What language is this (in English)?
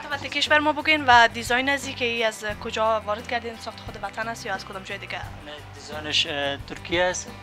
Persian